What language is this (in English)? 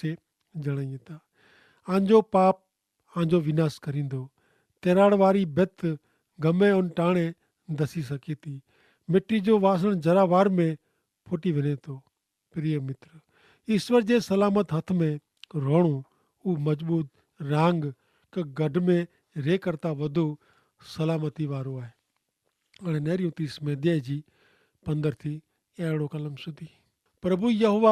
Kachhi